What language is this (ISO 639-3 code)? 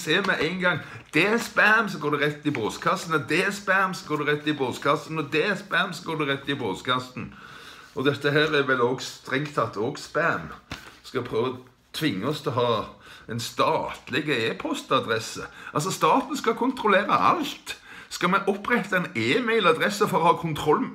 nor